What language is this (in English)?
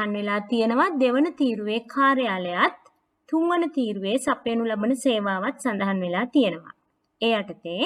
Sinhala